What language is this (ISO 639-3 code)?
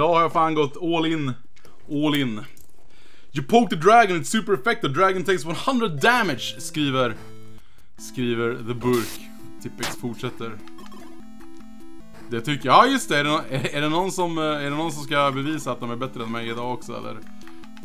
swe